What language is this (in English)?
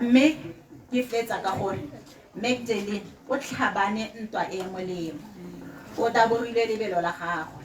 Tswana